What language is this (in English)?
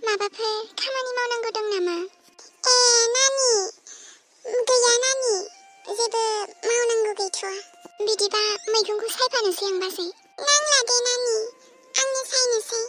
Bodo